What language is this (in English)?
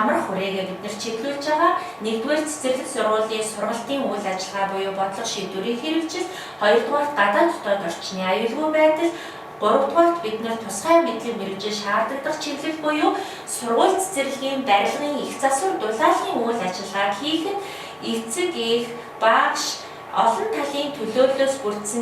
Mongolian